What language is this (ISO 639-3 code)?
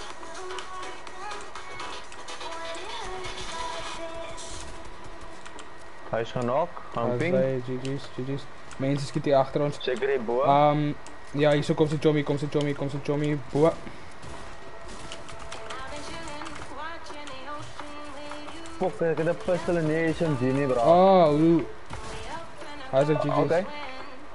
afr